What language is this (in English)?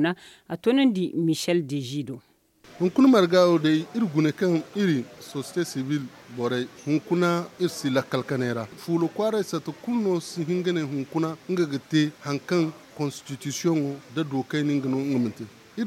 Zarma